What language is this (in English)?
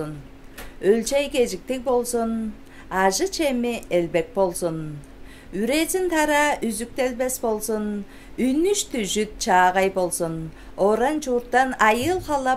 Tuvinian